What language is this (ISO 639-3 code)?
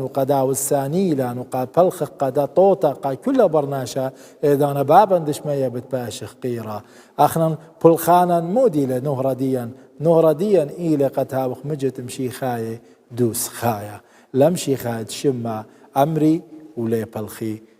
aii